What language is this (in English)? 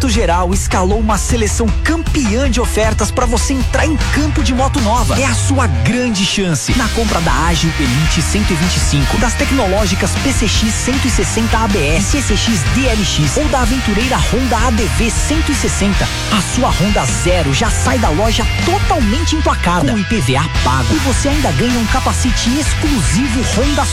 Portuguese